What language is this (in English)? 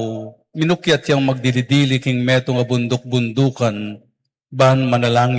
Pampanga